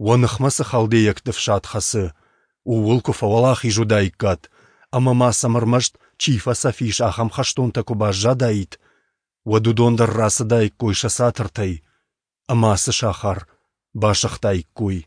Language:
Ossetic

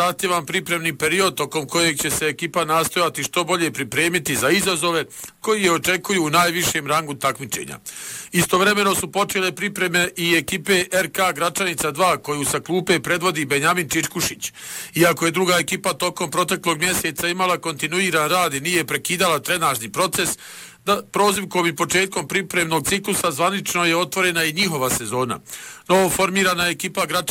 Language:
Bosnian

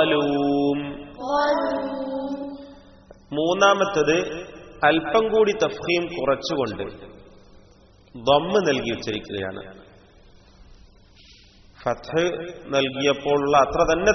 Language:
Malayalam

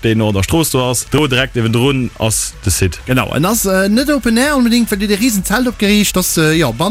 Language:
Luxembourgish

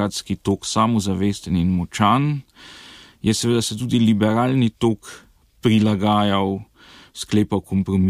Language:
Slovenian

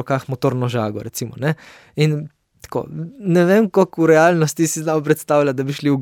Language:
Slovenian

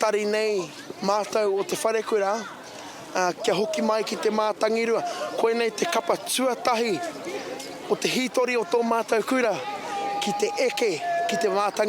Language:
Māori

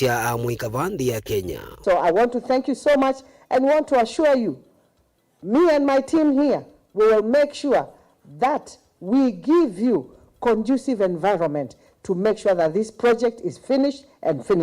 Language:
Kamba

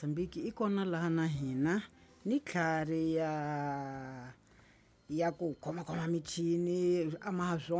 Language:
Tsonga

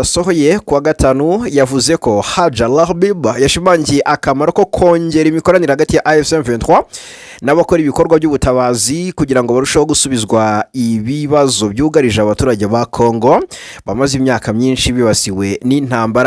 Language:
Kinyarwanda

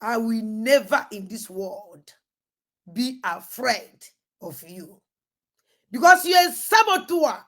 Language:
Igbo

